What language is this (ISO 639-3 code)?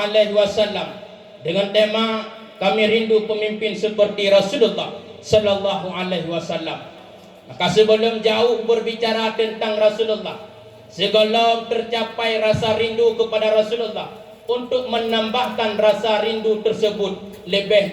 ace